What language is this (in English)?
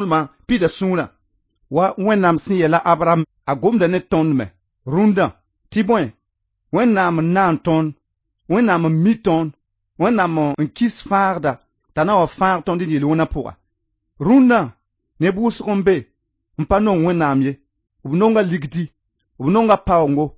Mossi